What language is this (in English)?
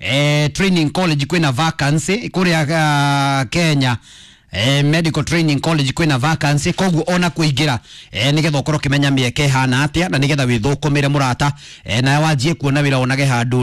Kikuyu